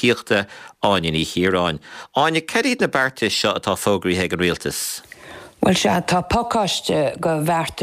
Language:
Irish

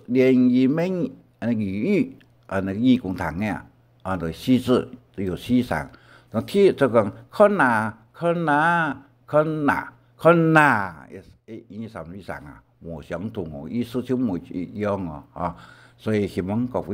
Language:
Hakka Chinese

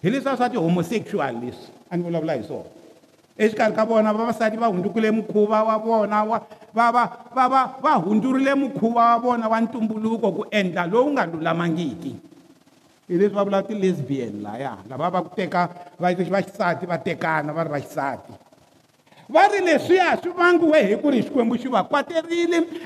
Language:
Tsonga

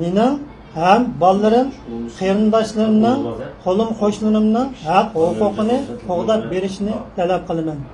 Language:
Uyghur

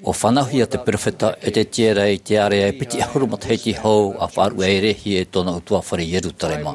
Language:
Tahitian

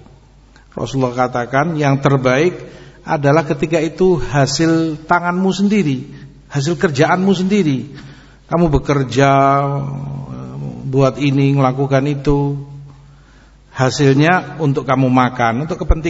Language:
Indonesian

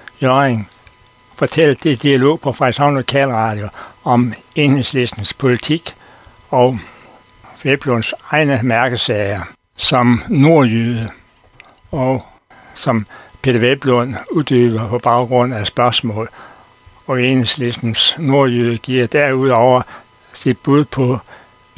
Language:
Danish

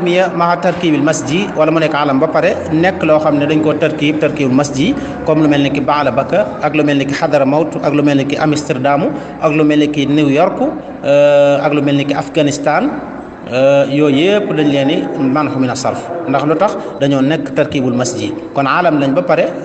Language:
Wolof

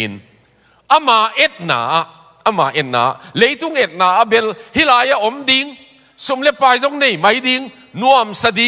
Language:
Tedim Chin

